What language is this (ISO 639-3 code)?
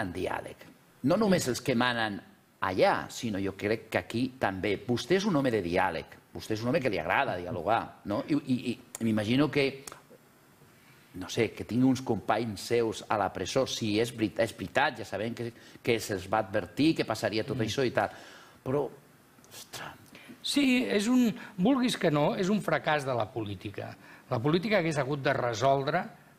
cat